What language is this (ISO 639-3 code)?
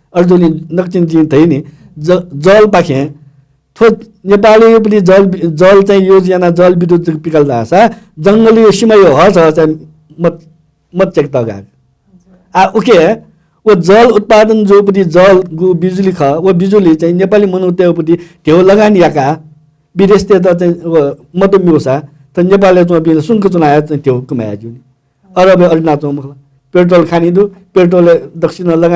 new